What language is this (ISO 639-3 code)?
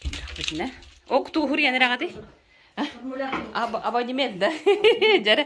sah